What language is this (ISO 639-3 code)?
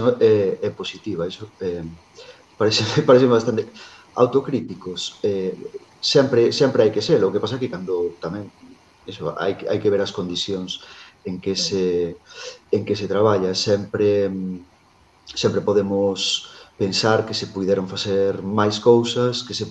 glg